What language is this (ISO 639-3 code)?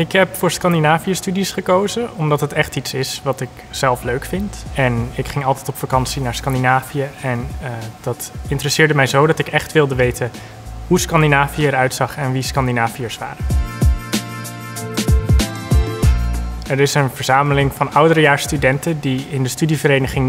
nld